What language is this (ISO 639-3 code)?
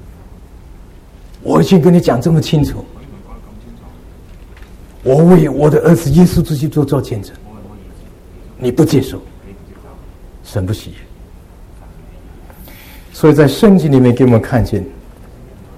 zho